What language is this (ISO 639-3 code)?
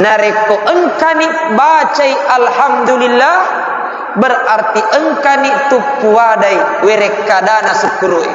bug